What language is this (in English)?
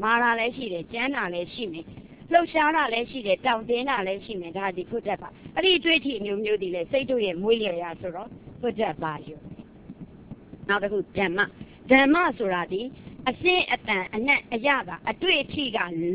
Burmese